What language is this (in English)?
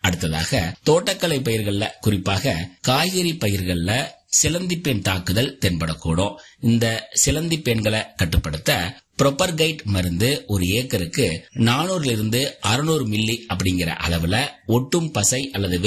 Tamil